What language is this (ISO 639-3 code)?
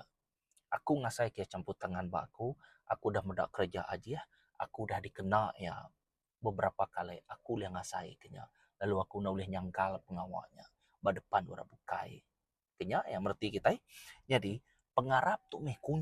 iba